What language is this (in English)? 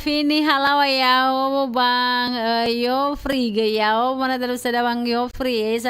Nias